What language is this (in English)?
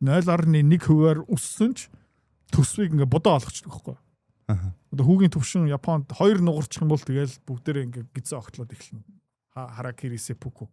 Mongolian